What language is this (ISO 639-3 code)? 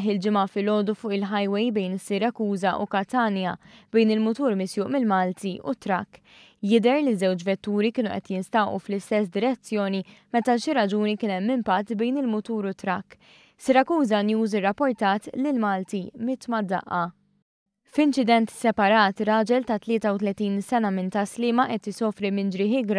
mlt